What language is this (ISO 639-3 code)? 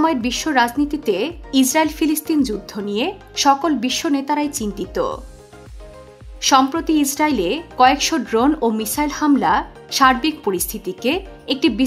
ben